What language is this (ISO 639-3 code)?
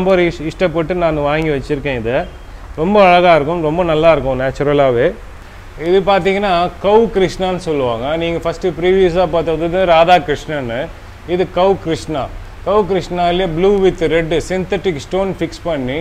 tam